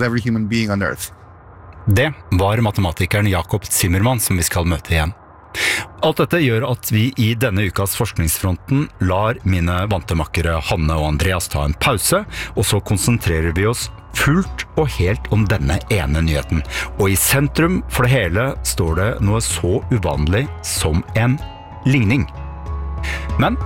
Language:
Norwegian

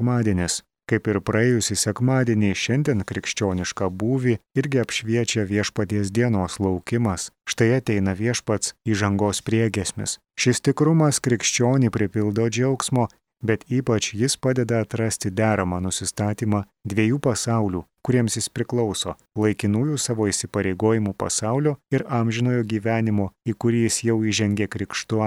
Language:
Lithuanian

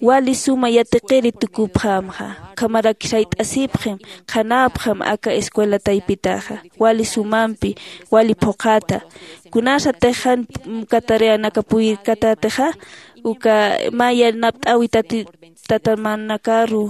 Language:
Aymara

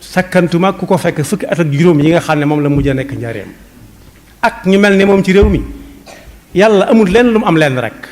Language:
Wolof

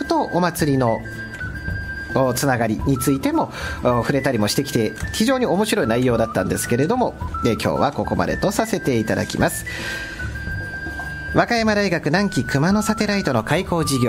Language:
Japanese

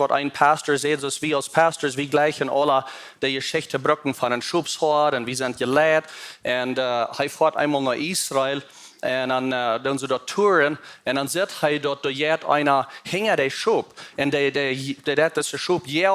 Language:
Plautdietsch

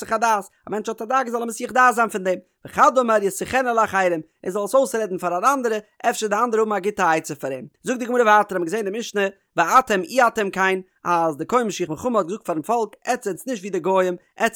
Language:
Yiddish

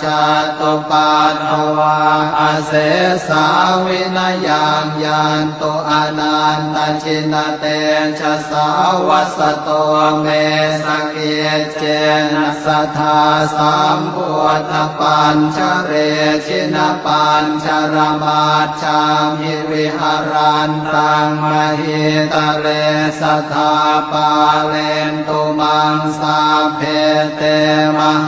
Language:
Pali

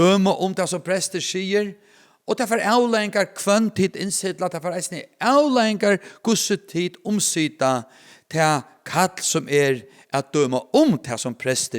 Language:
Faroese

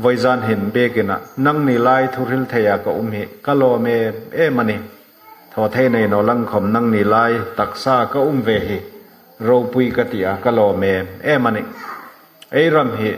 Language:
Hmar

